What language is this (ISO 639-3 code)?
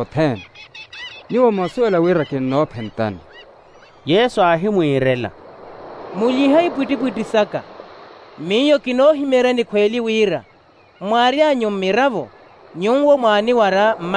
vmw